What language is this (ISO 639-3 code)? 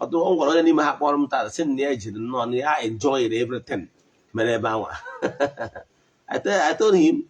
ibo